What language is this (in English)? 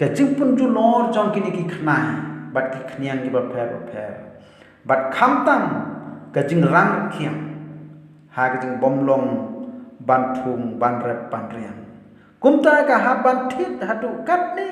Khasi